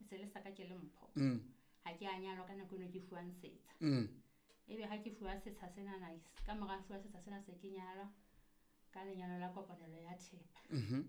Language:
Southern Sotho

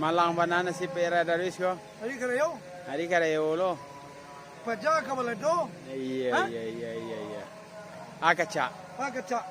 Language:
Minangkabau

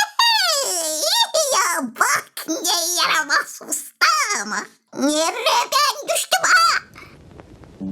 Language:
Gagauz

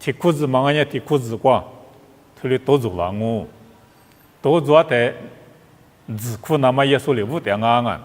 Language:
Lisu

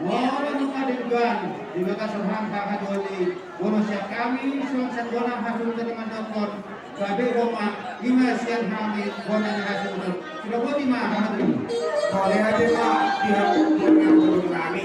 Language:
Batak Toba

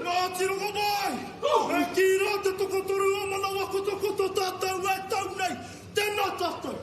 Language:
Māori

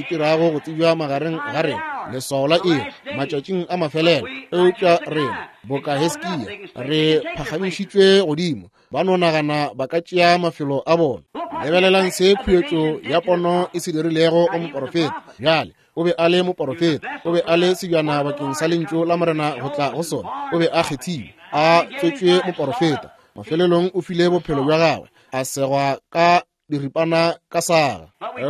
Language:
Northern Sotho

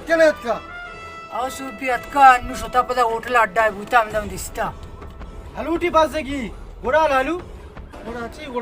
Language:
Baluchi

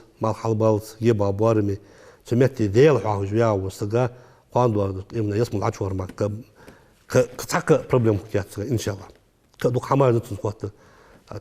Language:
Ingush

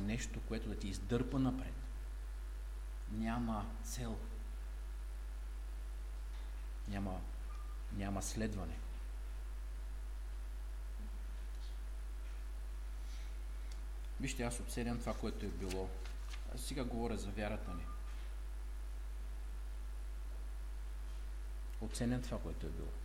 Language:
Bulgarian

